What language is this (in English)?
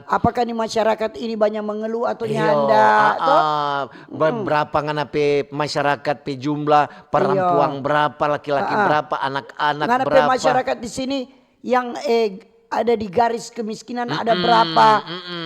Manado Malay